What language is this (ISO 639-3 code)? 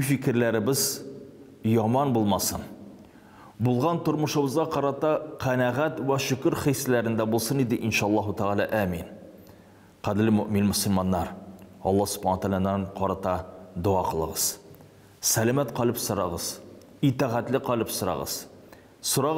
tat